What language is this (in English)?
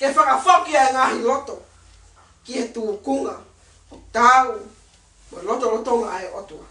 Tongan